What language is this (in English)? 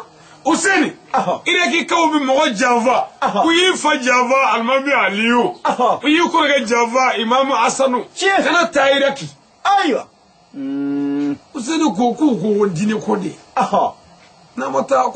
Bambara